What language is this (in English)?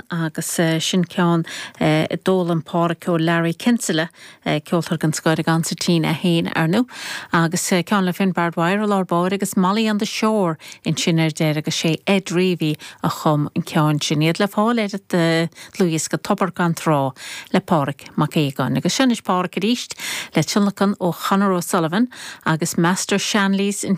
Irish